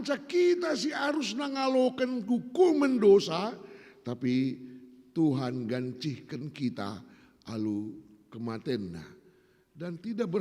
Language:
Batak Karo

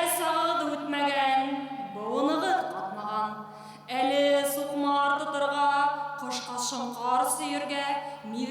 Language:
Bashkir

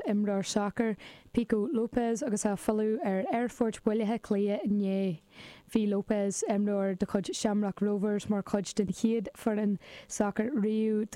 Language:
Irish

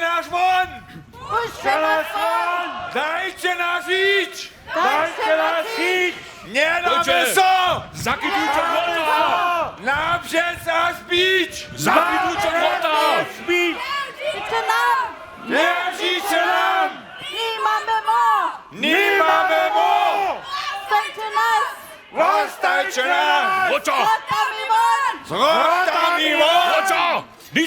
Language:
Upper Sorbian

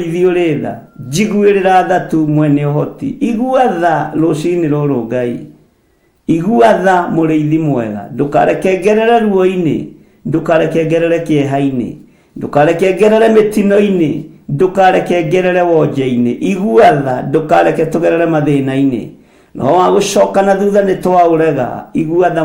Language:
Kikuyu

